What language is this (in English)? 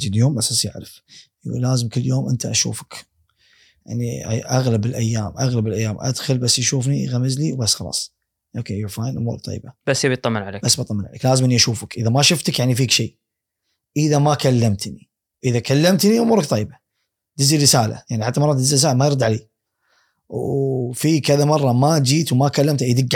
Gulf Arabic